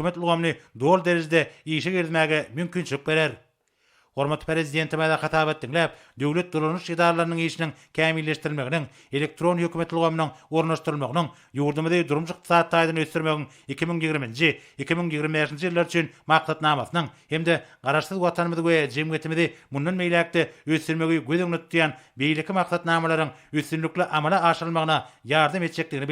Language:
Turkmen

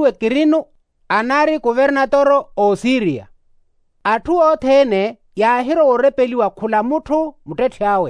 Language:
Makhuwa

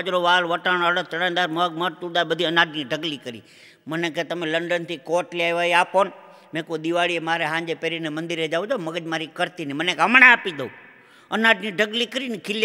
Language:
Gujarati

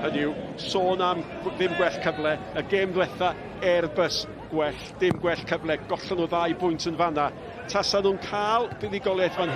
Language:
Welsh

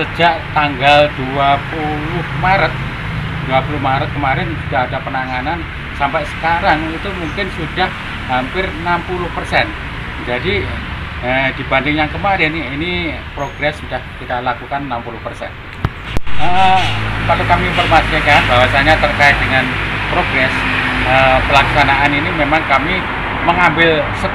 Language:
Indonesian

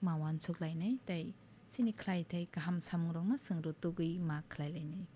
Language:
Kok Borok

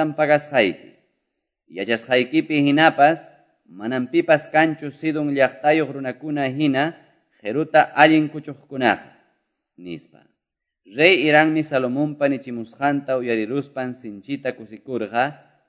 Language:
Quechua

